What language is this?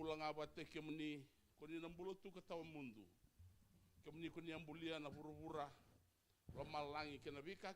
Fijian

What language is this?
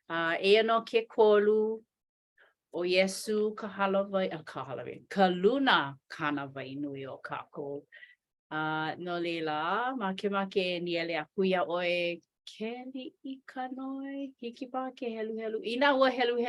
Hawaiian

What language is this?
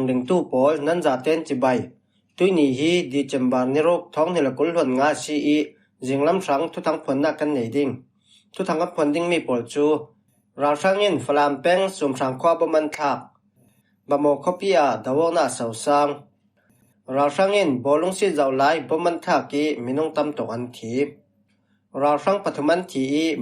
Falam Chin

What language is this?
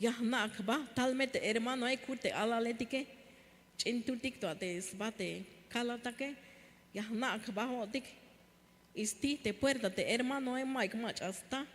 Tzeltal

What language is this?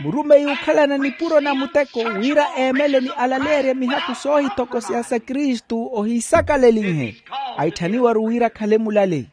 Makhuwa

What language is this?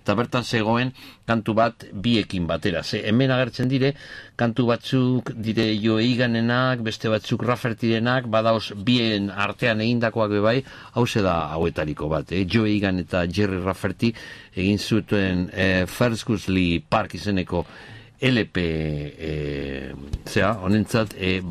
Basque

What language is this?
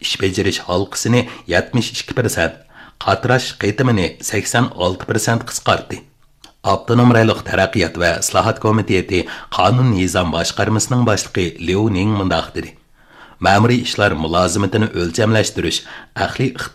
Uyghur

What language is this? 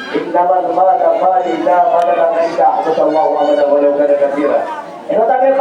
Maranao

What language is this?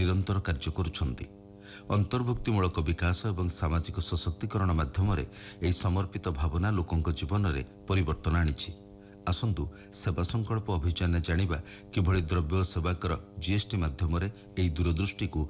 Odia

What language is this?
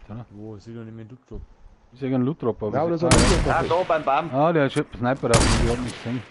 Bavarian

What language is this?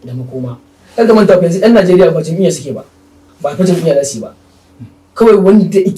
Hausa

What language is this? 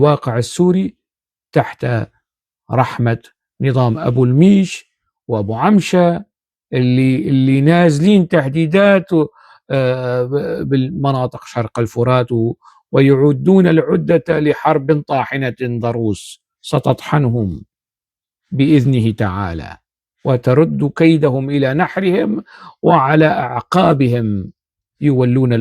North Levantine Arabic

